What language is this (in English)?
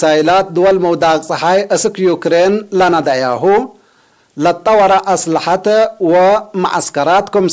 Tigre